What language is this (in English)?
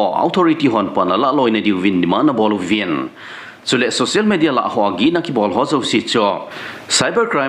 Thado Chin